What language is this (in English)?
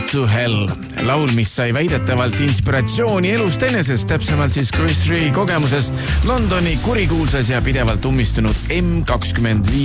Estonian